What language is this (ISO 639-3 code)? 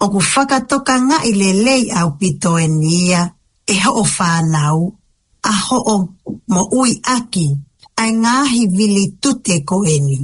ton